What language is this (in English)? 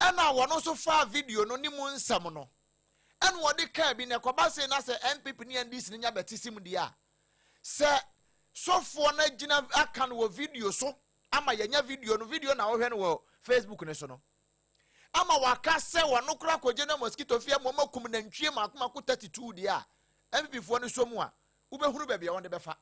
Akan